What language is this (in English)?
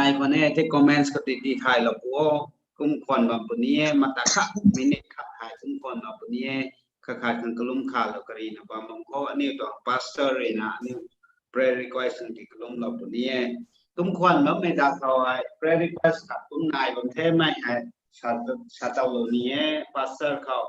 Rongmei Naga